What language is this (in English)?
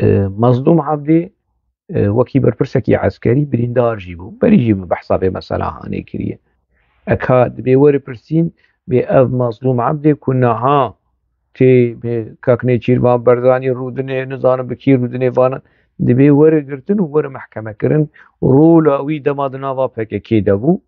Kurdish